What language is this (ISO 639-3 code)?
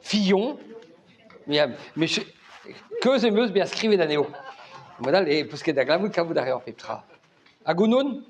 bre